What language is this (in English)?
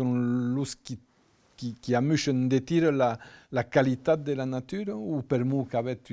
Occitan